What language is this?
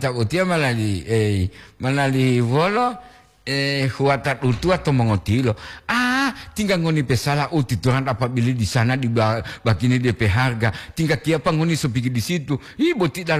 Gorontalo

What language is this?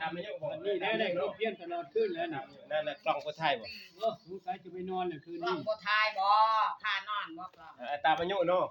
Northeastern Thai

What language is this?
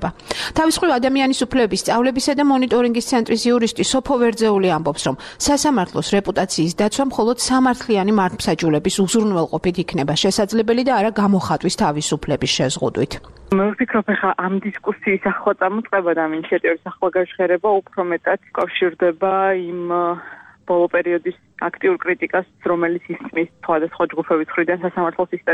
Georgian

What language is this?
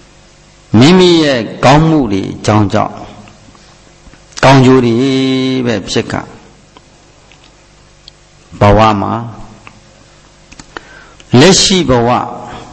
Burmese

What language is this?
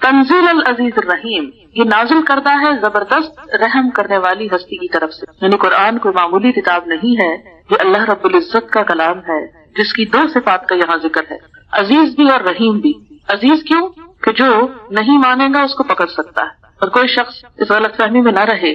Urdu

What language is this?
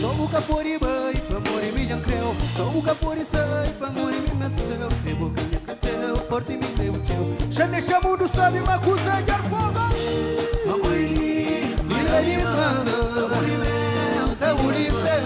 Kabuverdianu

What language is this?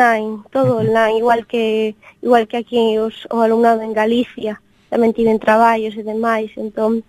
Galician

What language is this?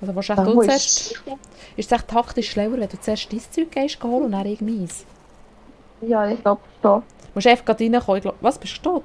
Swiss German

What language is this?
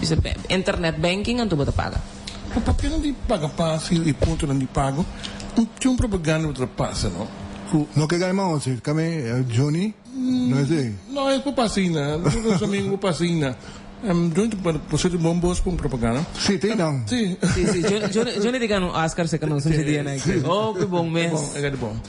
Papiamento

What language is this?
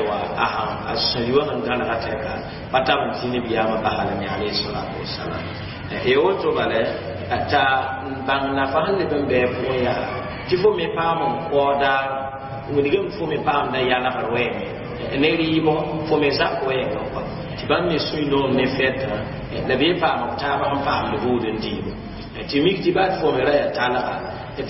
Mossi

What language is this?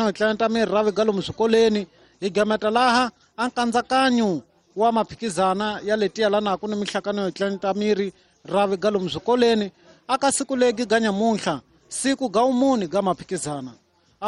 Tsonga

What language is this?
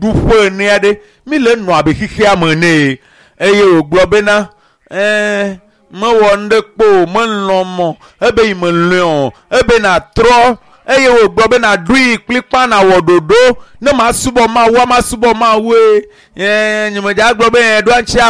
Ewe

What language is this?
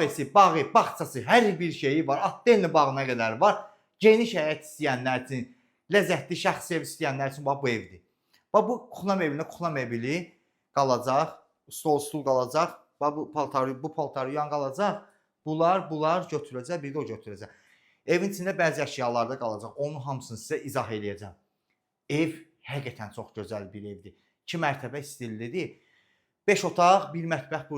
Azerbaijani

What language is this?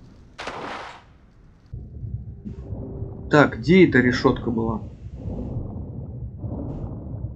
Russian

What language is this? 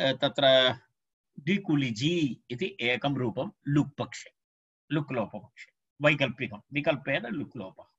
Sanskrit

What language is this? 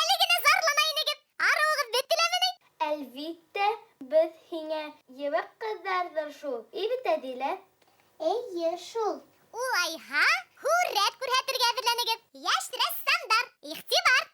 Bashkir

